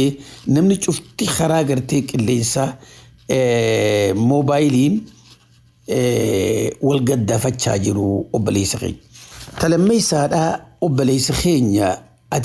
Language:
Oromo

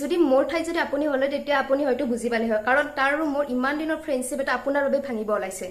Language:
Assamese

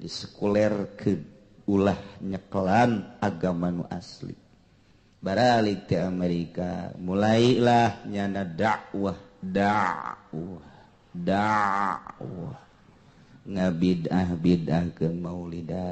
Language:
Sundanese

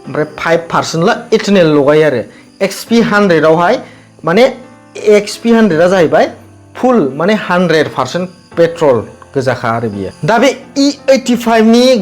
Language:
Bodo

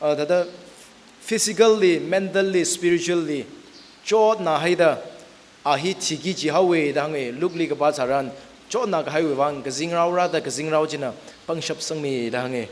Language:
Tangkhul Naga (India)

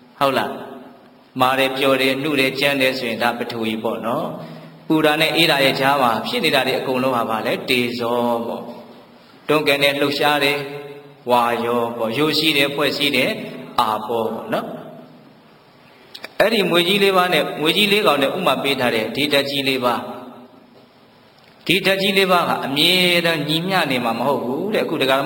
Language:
Burmese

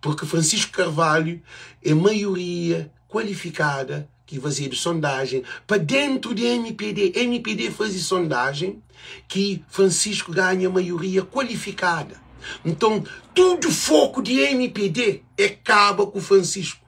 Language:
Kabuverdianu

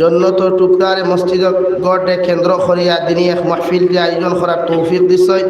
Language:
Sylheti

